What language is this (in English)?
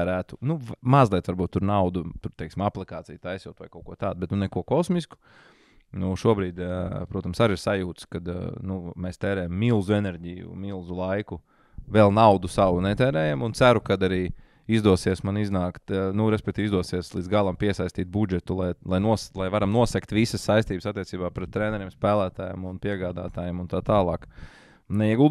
Latvian